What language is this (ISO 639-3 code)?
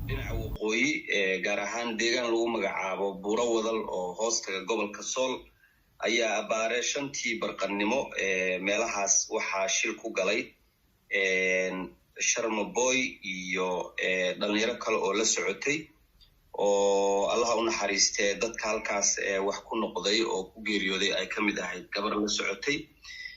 som